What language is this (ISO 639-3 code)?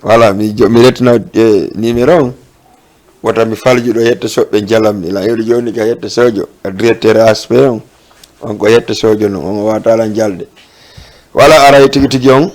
ful